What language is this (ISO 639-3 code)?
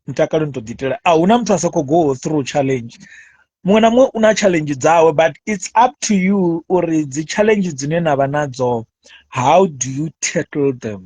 ven